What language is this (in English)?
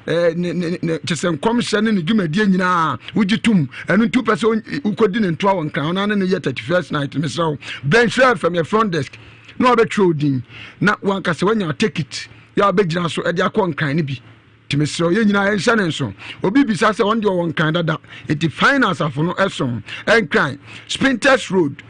Akan